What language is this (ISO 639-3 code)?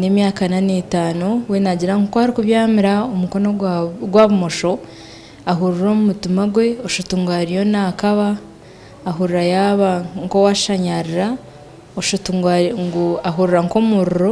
nyn